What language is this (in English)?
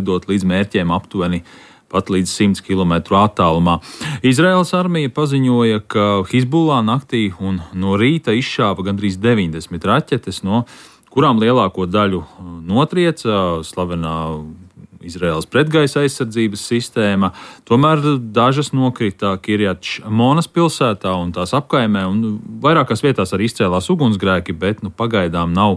Latvian